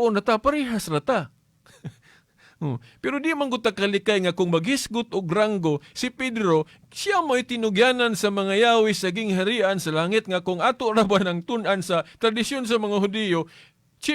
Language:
Cebuano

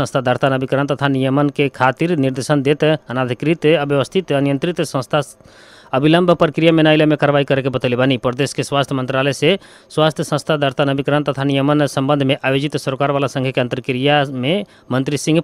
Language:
Bhojpuri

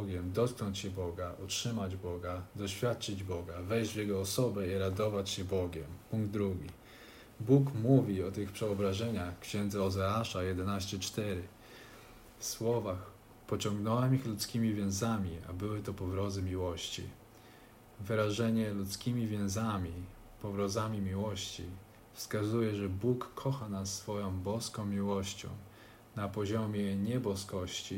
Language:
Polish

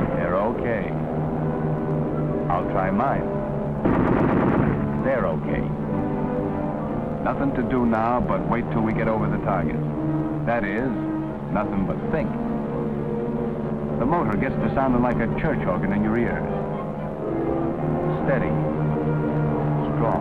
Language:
English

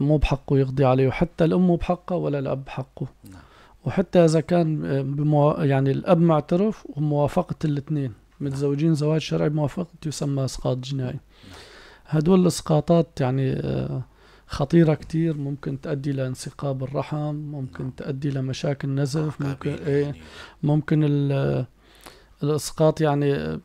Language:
North Levantine Arabic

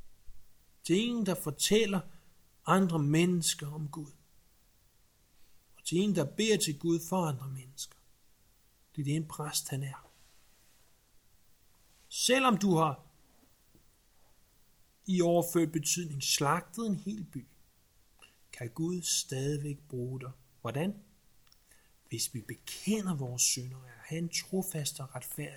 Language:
Danish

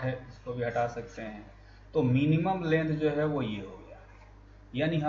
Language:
Hindi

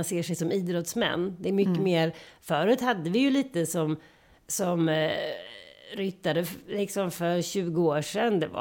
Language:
Swedish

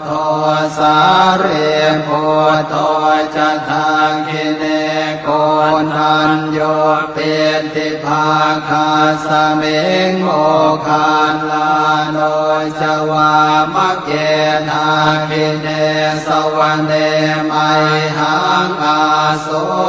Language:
Pali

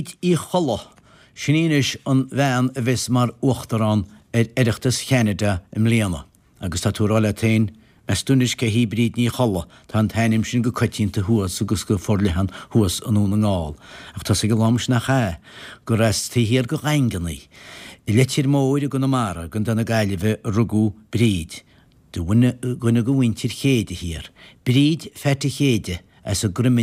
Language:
Irish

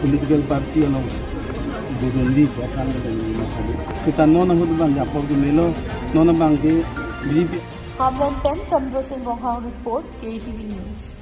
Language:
Karbi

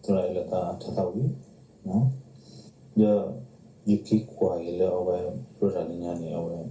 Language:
S'gaw Karen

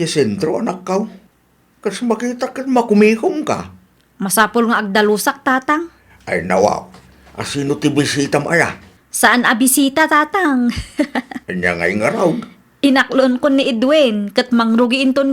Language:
Iloko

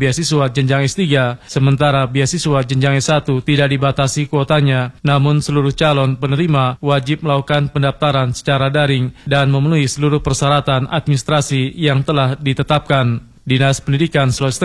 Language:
Indonesian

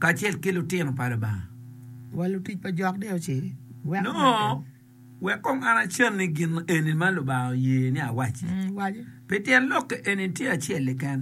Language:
Acoli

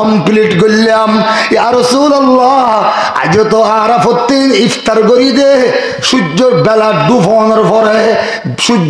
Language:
Rohingya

